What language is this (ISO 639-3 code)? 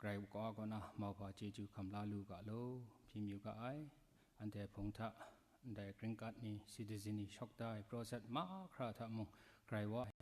kac